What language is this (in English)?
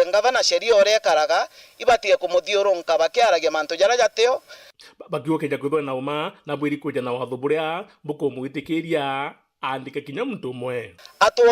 Meru